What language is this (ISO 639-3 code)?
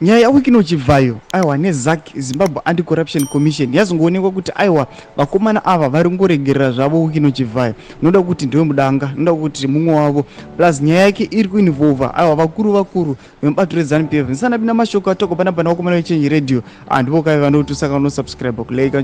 sna